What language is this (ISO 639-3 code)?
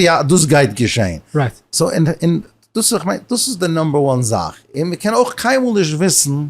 yid